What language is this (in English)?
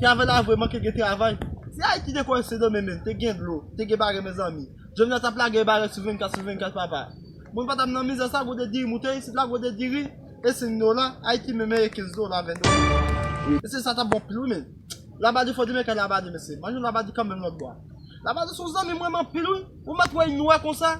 Haitian Creole